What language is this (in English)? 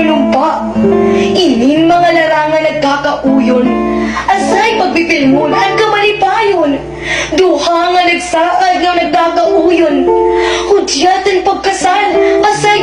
Waray